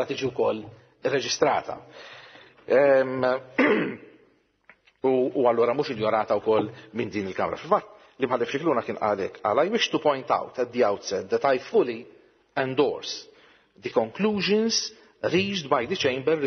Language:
Maltese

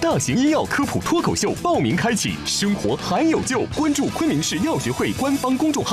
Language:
Chinese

